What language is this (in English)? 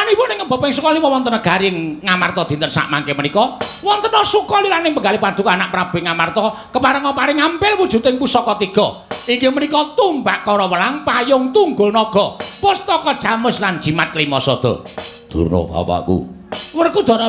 Javanese